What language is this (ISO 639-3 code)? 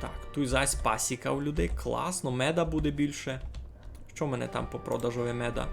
rue